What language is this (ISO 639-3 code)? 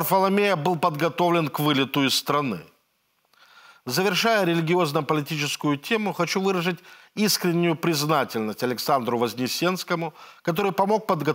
rus